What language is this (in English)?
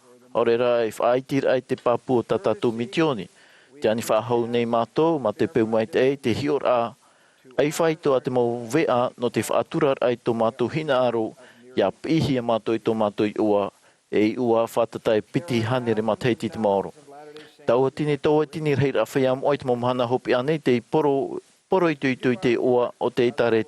Tahitian